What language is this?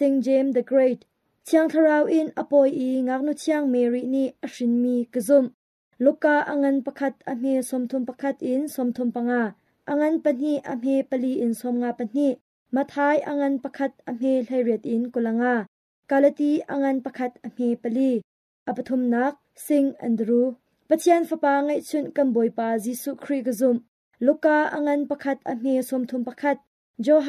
Hakha Chin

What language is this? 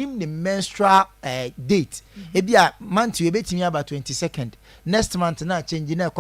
Akan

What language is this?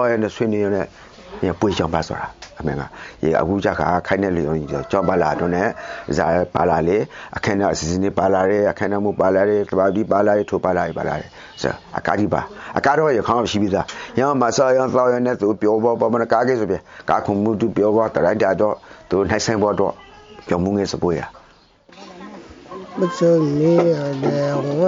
Burmese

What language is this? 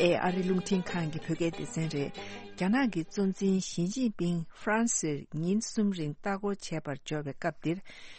Tibetan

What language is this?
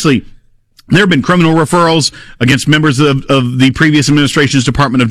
English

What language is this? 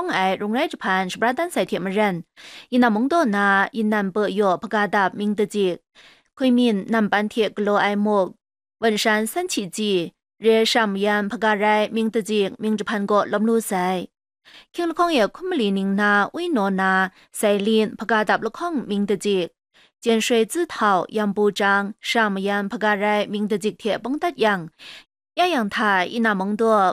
Kachin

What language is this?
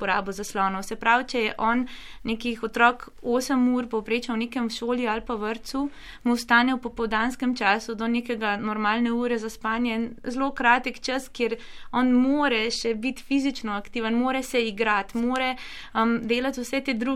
Slovenian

